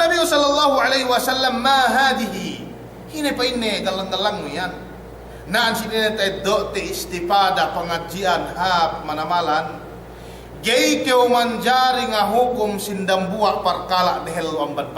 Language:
Yakan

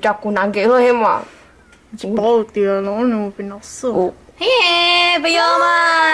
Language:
Hmong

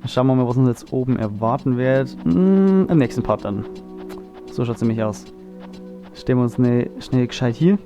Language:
Bavarian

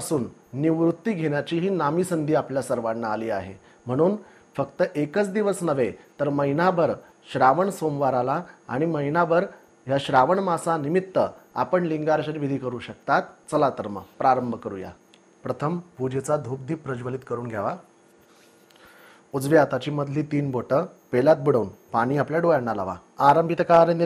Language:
Marathi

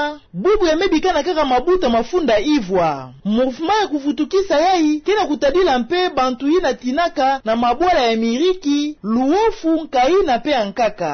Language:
Kituba (Democratic Republic of Congo)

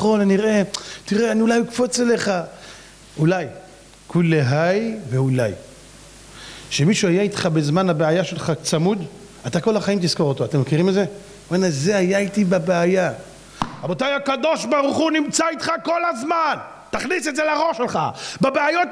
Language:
Hebrew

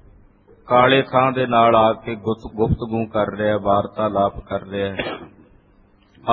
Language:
Punjabi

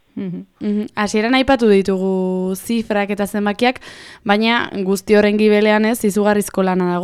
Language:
Basque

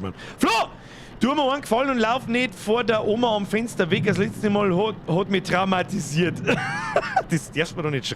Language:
Bavarian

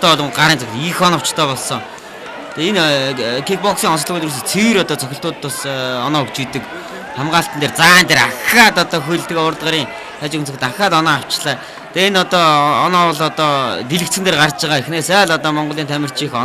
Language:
Mongolian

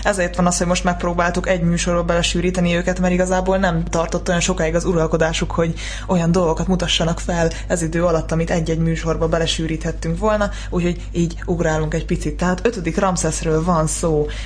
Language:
Hungarian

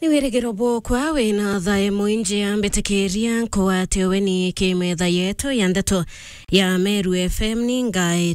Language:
Meru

